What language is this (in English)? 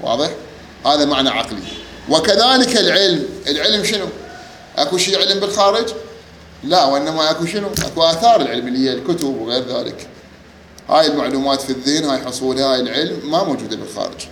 Mesopotamian Arabic